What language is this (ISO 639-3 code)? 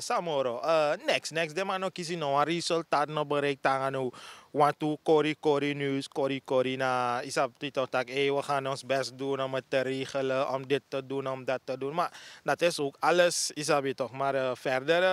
srn